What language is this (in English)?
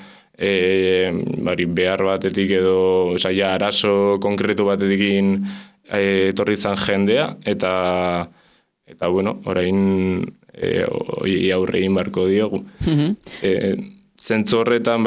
Basque